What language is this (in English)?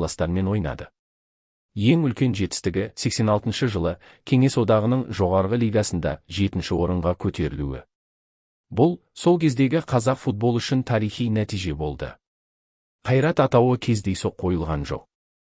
Kazakh